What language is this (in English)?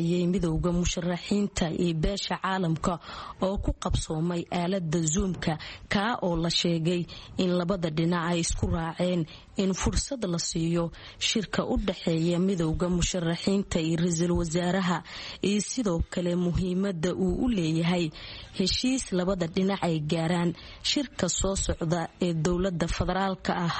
Somali